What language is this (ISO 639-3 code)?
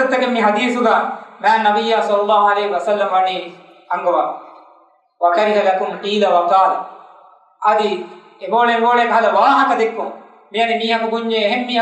div